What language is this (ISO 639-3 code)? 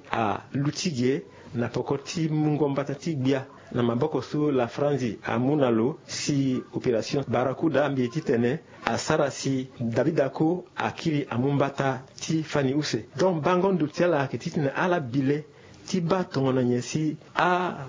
sag